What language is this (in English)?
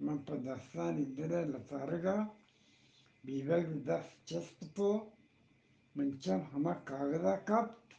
Eastern Balochi